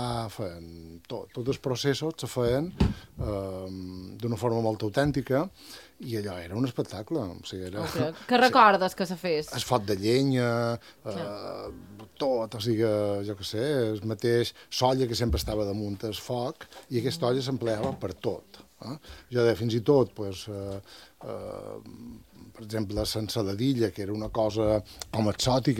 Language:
Catalan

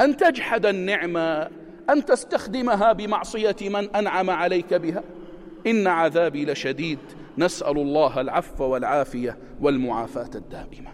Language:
North Levantine Arabic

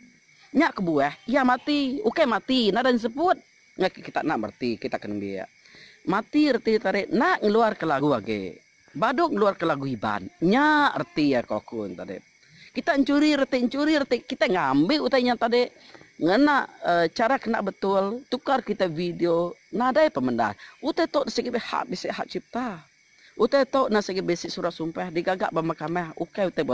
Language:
Iban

